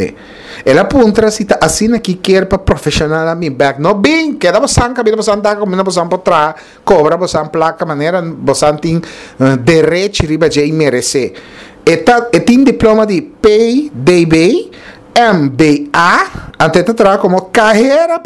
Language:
Papiamento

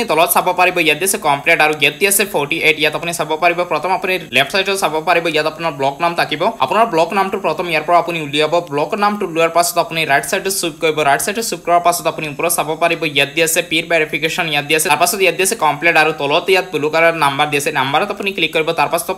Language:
Assamese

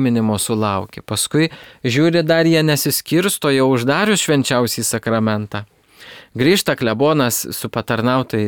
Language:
Lithuanian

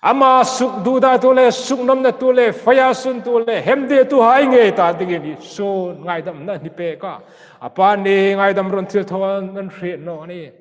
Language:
Hmar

